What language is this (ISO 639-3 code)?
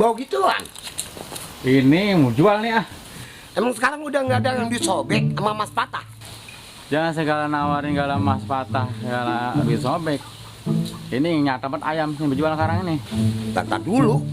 bew